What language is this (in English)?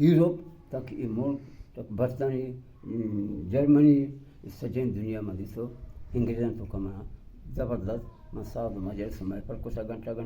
Baluchi